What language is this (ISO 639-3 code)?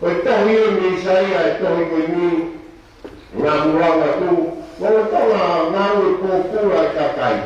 ton